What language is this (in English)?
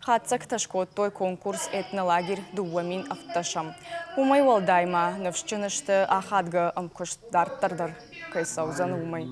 Ossetic